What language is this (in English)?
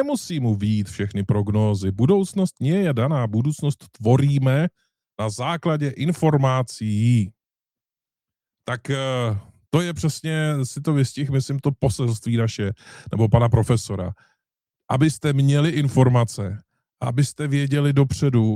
Czech